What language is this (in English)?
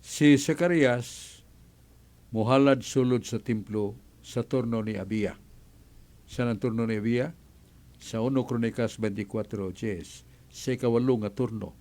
Cebuano